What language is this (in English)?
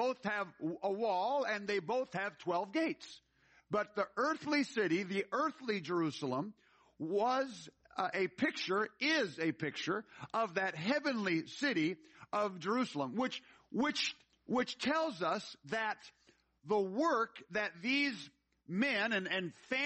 English